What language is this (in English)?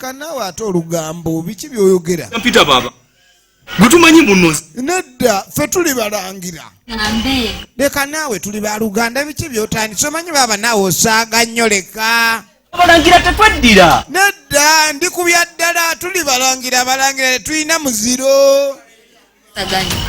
Ganda